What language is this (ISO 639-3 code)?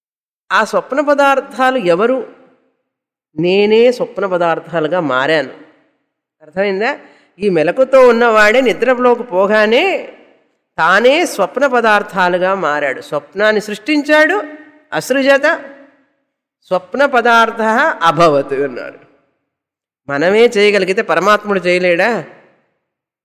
tel